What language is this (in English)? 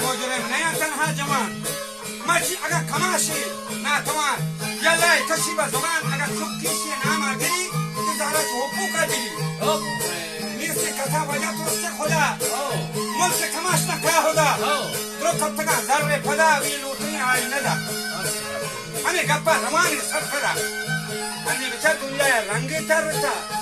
Baluchi